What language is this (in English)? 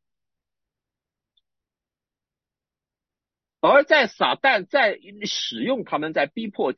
Chinese